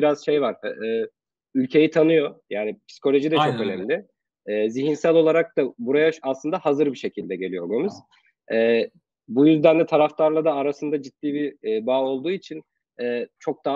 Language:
Turkish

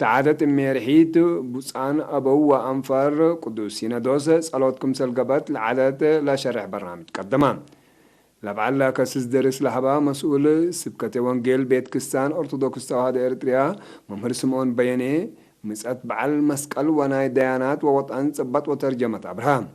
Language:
Tigre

